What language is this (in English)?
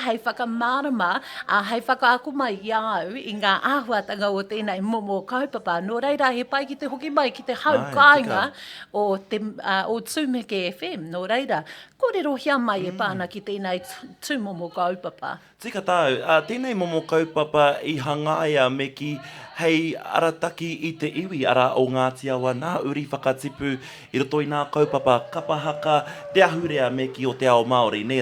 Māori